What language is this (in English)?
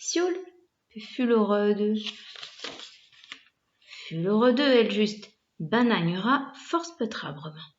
Breton